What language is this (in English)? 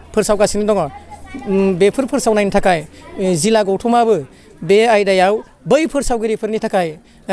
Bodo